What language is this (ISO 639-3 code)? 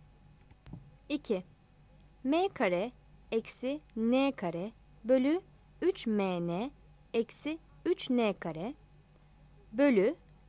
tur